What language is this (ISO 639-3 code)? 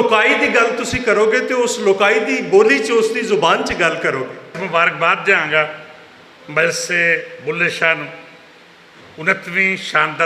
lah